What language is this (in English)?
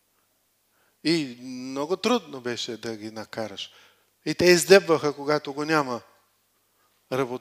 Bulgarian